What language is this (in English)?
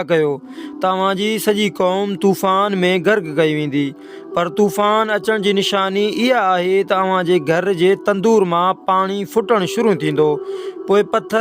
Sindhi